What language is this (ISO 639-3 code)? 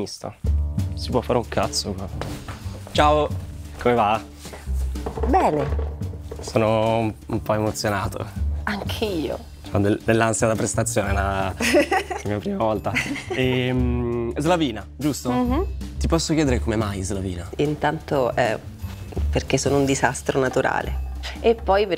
ita